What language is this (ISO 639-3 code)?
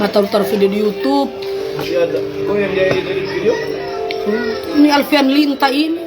xmm